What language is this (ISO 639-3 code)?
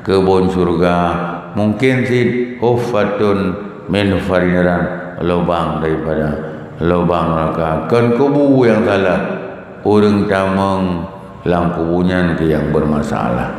ace